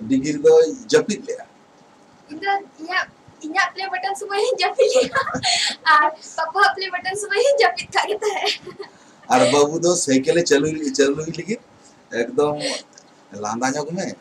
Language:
Santali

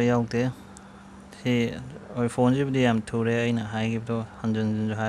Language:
Manipuri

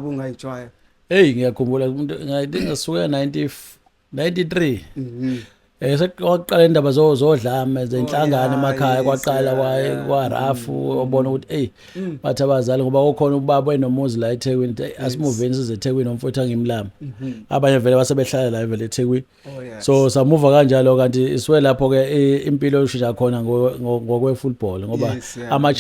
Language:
Zulu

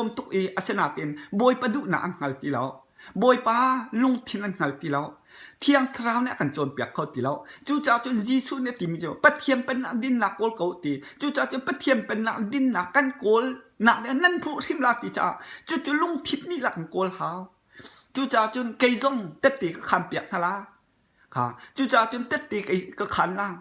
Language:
Hakha Chin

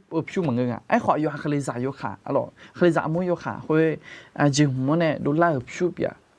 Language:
Akha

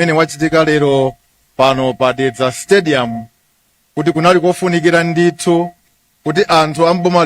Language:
Nyanja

